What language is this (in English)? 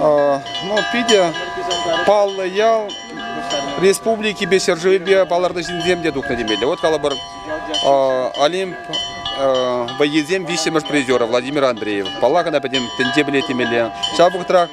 Chuvash